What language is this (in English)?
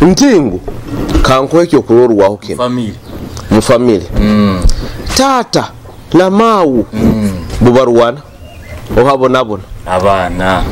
Nyoro